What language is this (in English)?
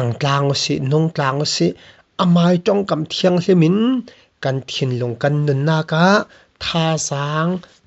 Falam Chin